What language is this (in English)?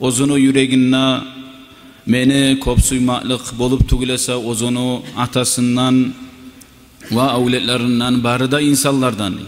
Kumyk